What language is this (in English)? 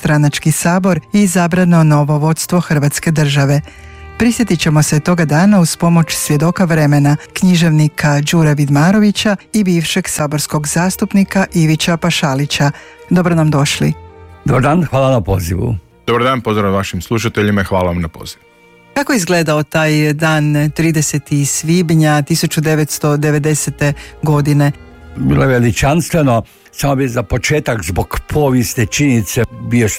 Croatian